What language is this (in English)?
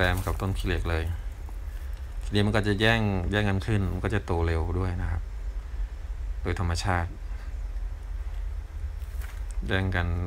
Thai